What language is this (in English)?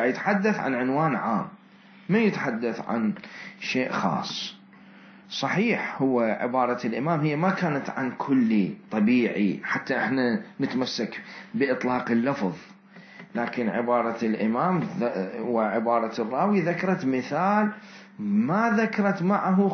Mesopotamian Arabic